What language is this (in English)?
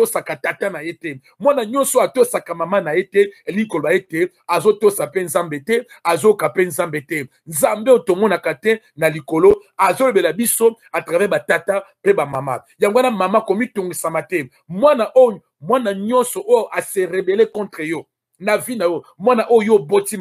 Lingala